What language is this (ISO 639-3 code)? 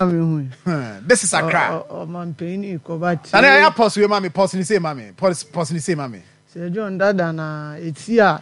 aka